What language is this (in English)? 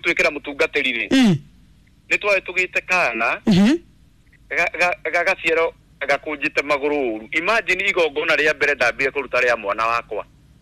Kikuyu